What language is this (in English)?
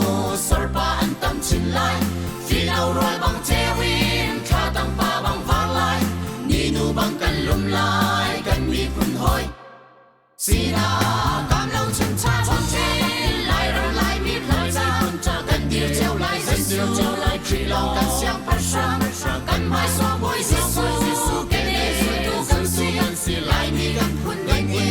Hakha Chin